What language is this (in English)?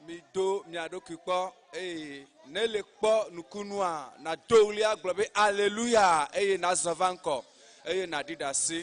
Ewe